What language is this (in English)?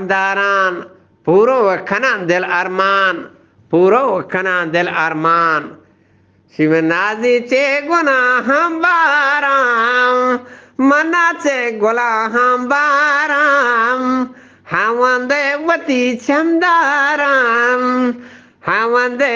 Eastern Balochi